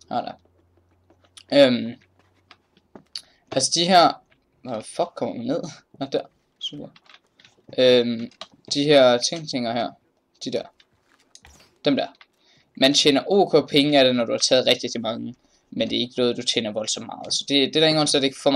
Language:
Danish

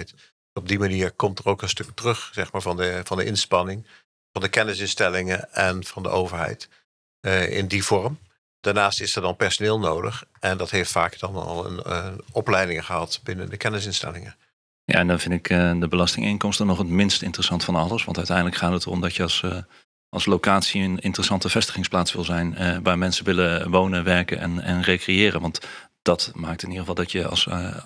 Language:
Dutch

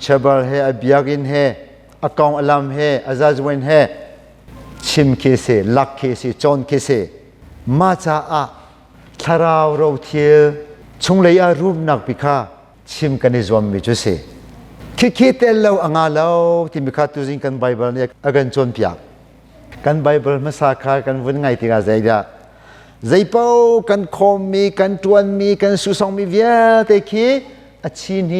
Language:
Hakha Chin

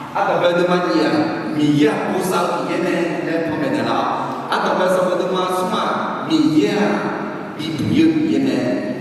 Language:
Akha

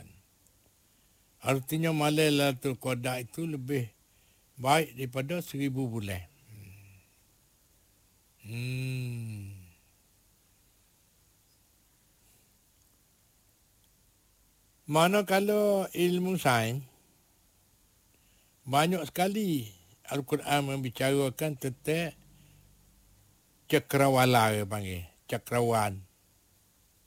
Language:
Malay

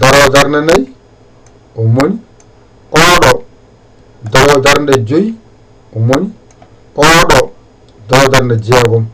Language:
Fula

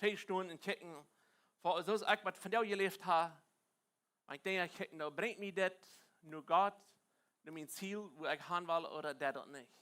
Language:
Plautdietsch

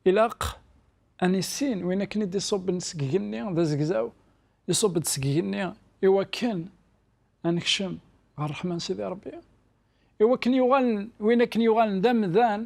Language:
Kabyle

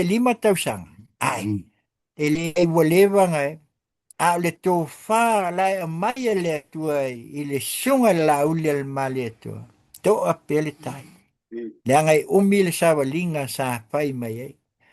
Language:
Samoan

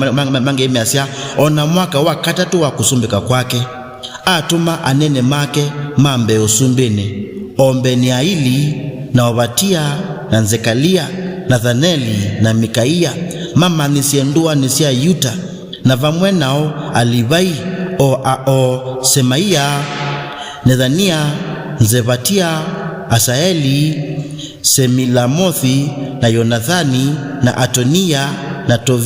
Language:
Kamba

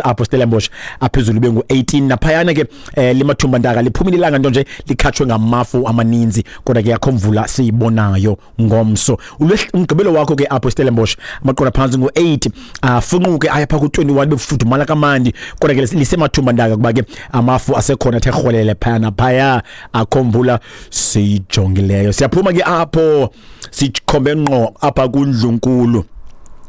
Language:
Xhosa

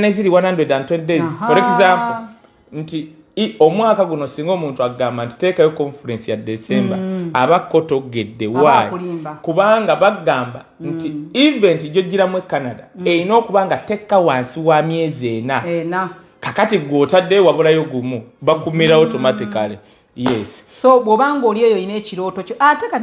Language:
Ganda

